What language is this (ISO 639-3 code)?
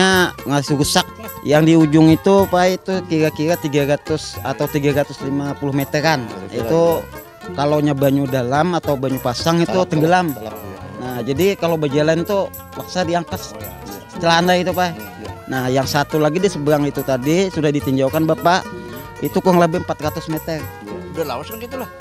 bjn